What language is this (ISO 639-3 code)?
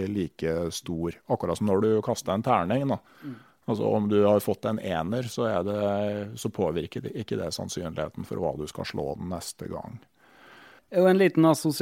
nor